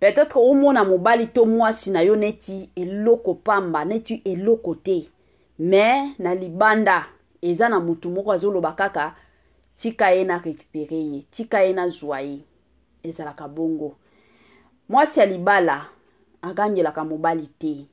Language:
Lingala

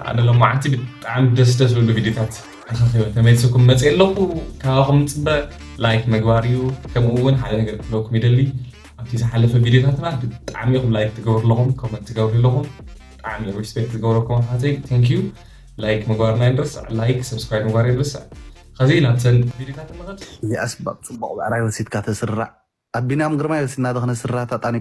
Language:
Tigrinya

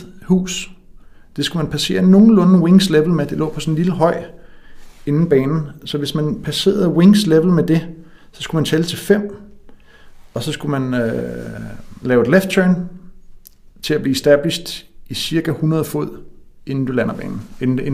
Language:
Danish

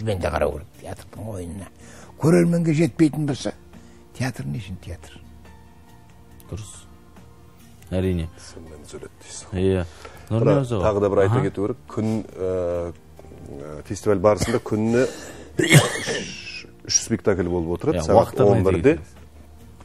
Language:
Kazakh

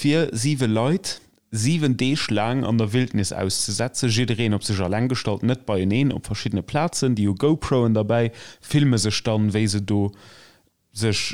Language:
Luxembourgish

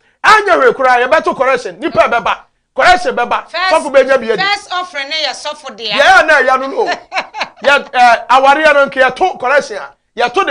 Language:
Akan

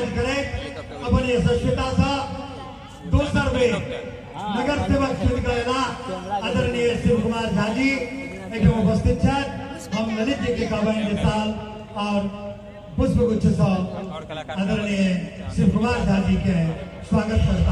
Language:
Maithili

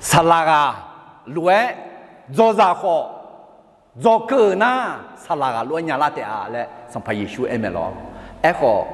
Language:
Akha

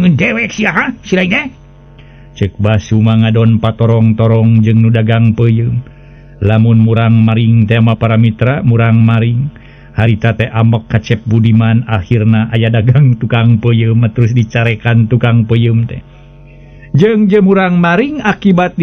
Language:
Sundanese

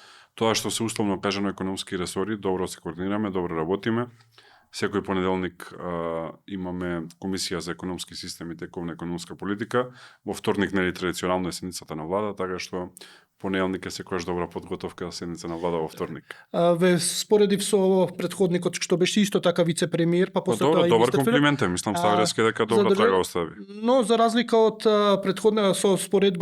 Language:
Macedonian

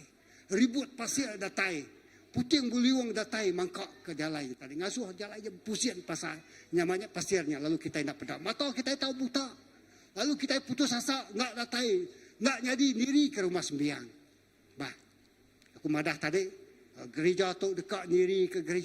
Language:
Iban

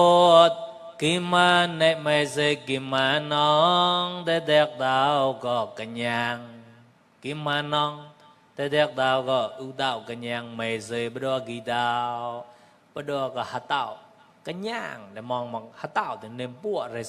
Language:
Mon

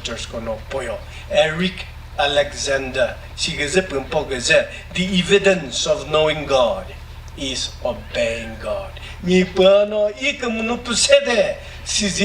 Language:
Chokri Naga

